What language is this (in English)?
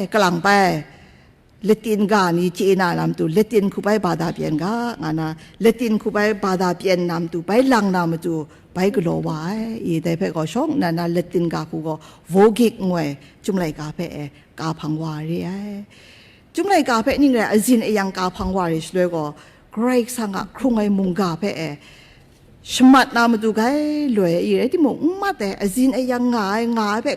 Kachin